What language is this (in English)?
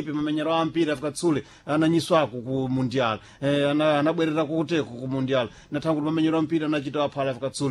Sena